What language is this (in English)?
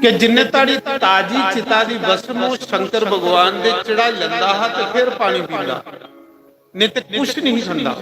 Dogri